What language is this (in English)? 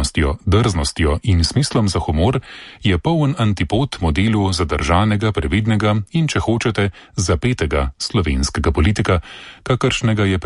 Slovenian